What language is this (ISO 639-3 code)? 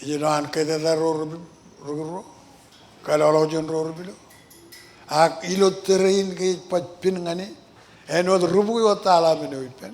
mah